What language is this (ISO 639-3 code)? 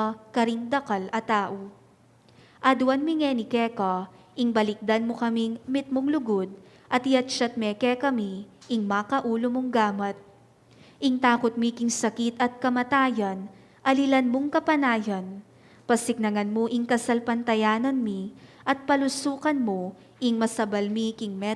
pam